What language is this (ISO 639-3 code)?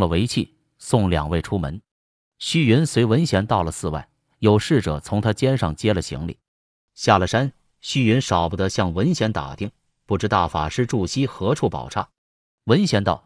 zho